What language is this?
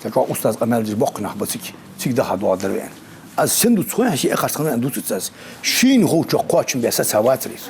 Ingush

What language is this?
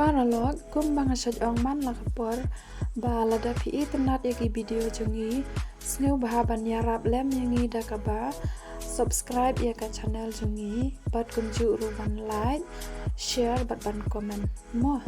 Khasi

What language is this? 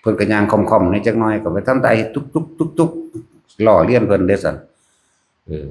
Northeastern Thai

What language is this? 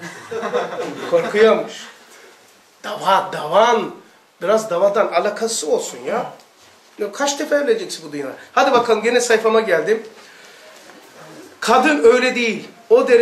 Turkish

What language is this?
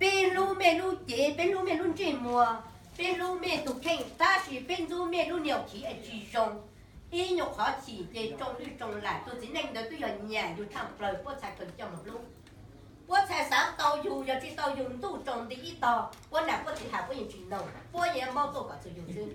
Hmong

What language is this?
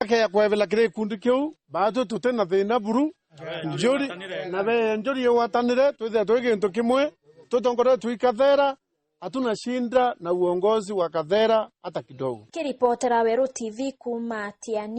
Meru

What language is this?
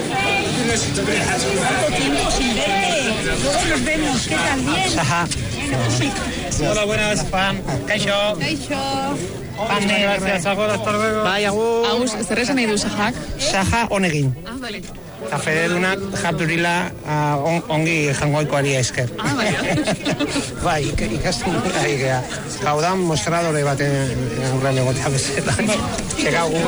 Basque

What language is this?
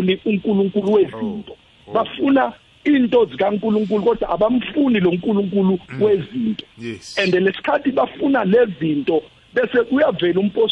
South Ndebele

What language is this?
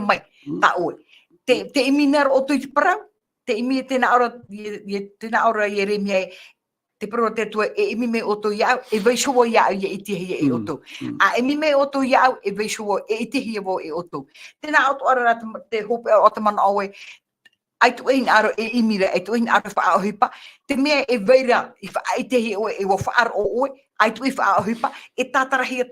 Tahitian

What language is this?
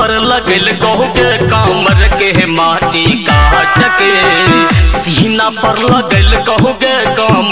Bhojpuri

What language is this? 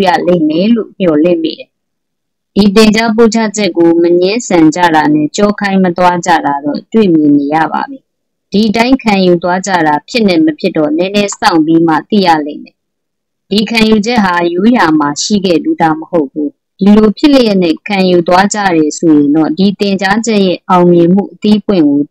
Burmese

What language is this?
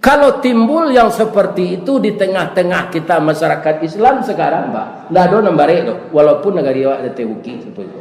Minangkabau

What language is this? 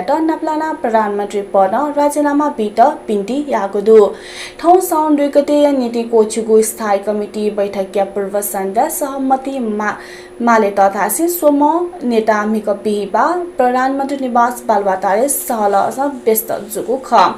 Newari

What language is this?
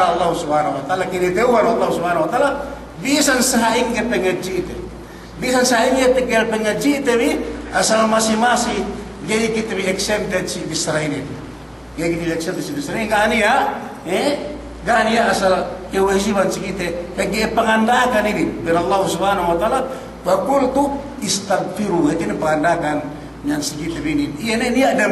Yakan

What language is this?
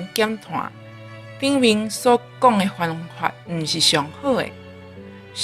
Min Nan Chinese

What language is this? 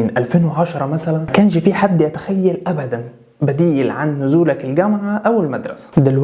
Egyptian Arabic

